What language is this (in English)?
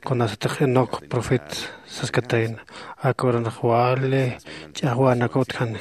Aymara